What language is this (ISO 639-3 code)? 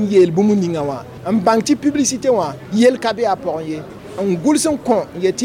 mos